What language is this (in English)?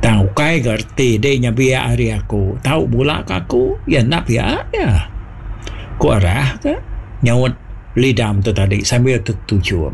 Iban